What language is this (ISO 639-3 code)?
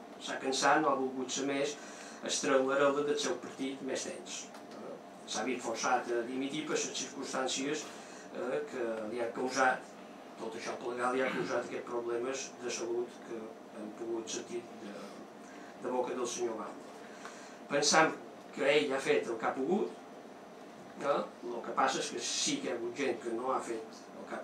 cat